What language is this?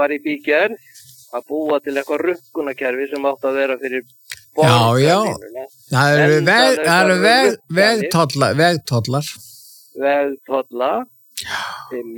Icelandic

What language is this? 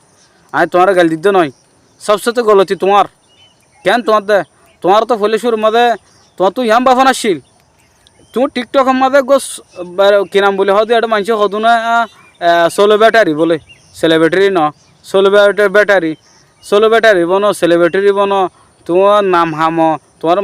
Rohingya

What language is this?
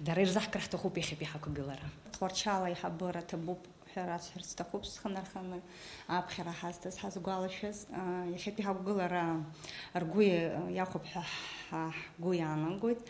Abkhazian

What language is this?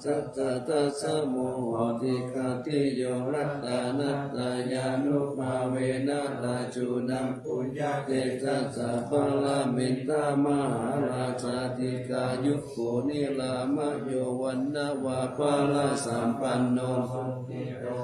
Pali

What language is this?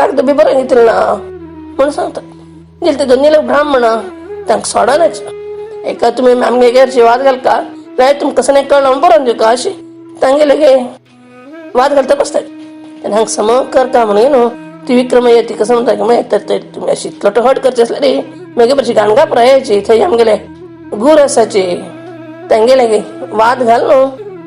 Konkani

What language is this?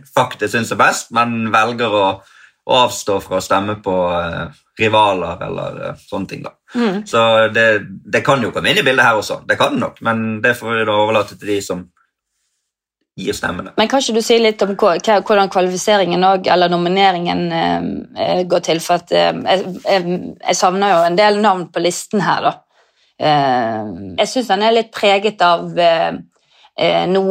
Norwegian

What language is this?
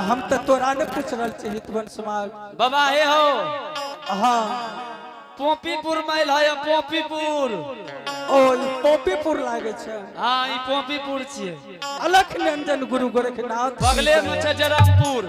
Angika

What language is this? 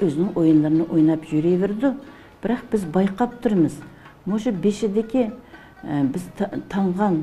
Uyghur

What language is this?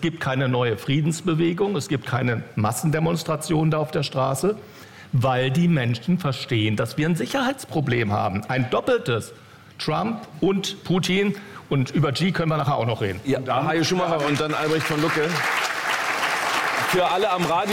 German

